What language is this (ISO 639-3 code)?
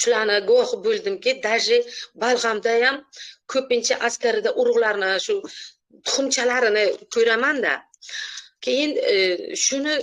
uzb